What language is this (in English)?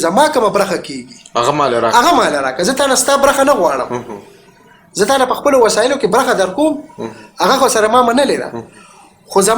Pashto